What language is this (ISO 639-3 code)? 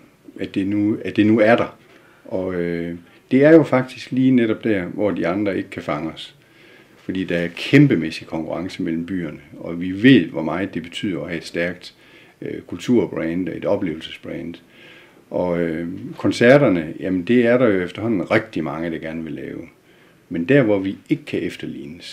dan